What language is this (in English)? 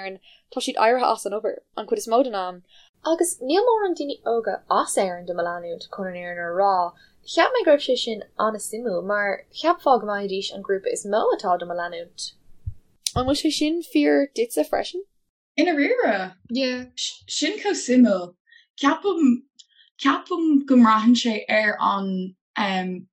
Irish